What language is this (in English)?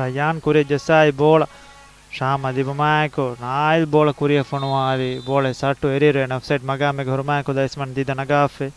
Divehi